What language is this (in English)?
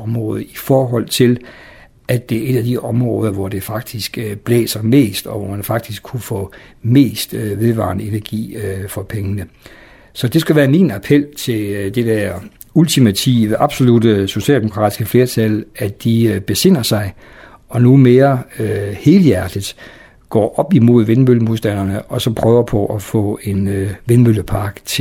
Danish